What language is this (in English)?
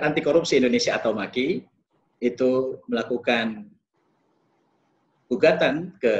Indonesian